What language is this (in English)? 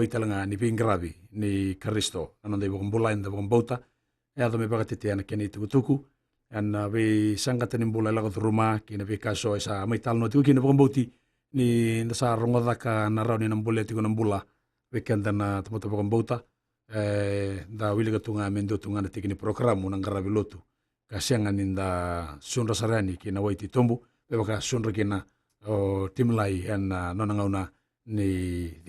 Fijian